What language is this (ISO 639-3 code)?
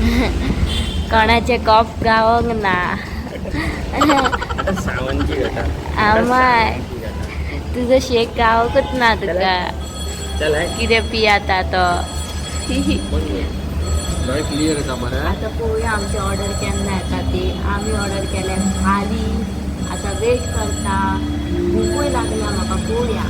kok